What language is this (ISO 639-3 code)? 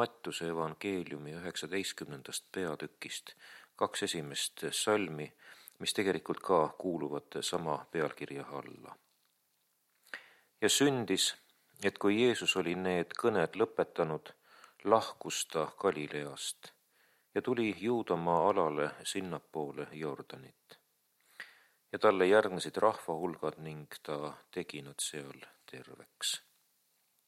est